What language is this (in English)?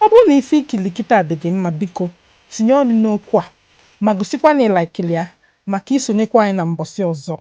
Igbo